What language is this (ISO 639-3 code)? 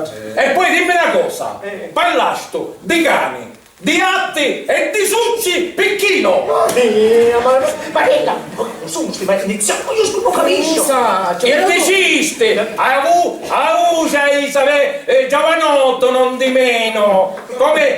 scn